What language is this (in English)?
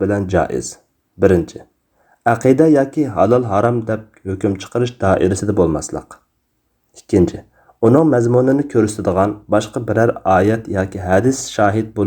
Uyghur